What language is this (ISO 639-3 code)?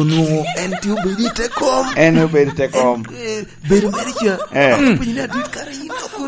laj